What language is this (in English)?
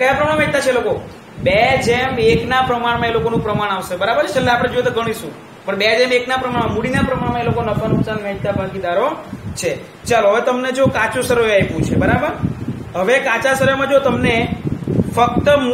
Gujarati